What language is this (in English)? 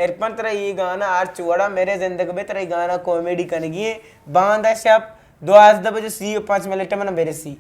Eastern Balochi